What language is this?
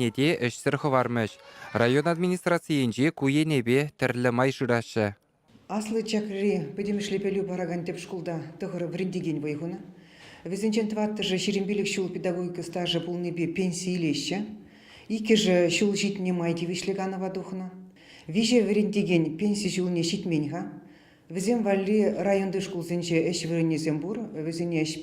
Chuvash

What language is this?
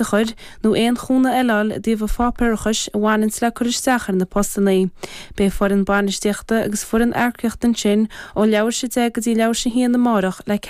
Irish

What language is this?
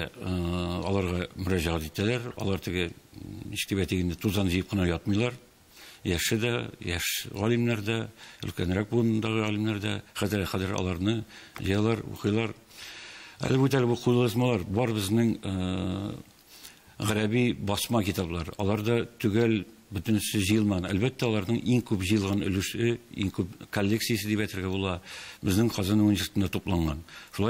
Tatar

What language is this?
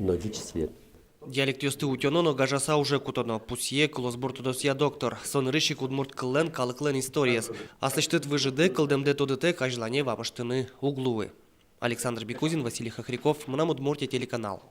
Udmurt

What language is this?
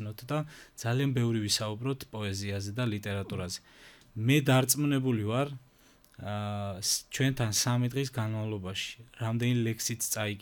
Georgian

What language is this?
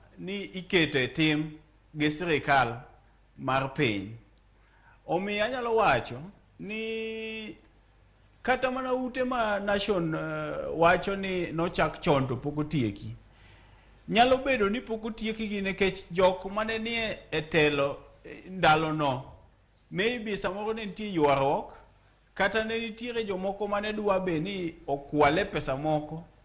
Luo (Kenya and Tanzania)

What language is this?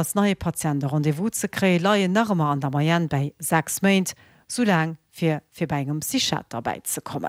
Luxembourgish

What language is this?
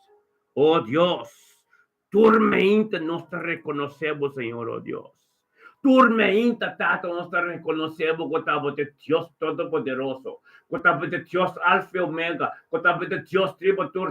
Papiamento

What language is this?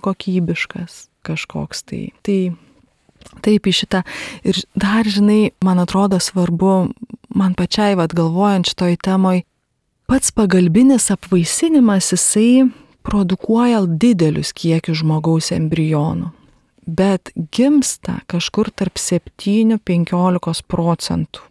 Lithuanian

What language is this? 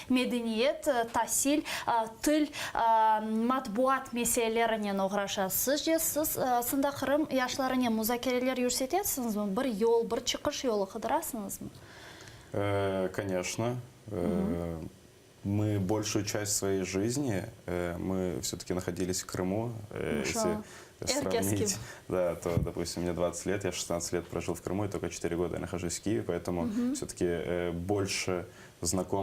Crimean Tatar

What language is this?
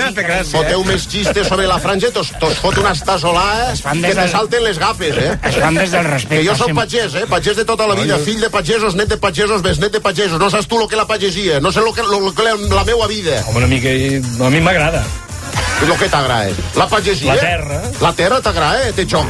Catalan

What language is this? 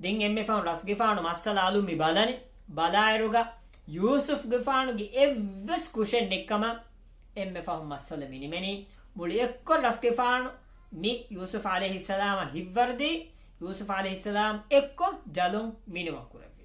Divehi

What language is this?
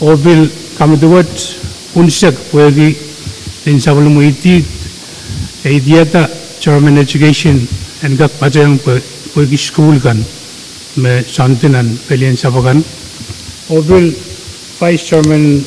Pohnpeian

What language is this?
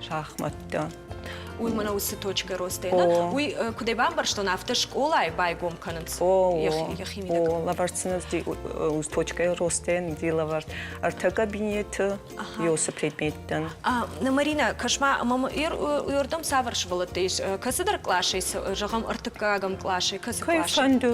Ossetic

